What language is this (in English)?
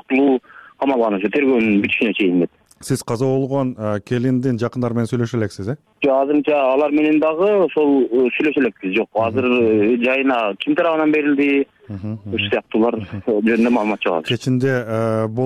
Kyrgyz